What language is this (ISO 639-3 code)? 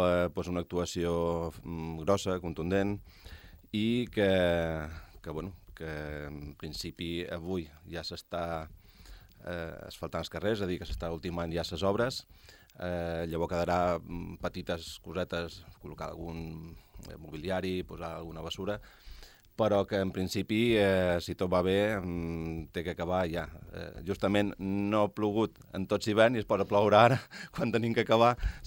cat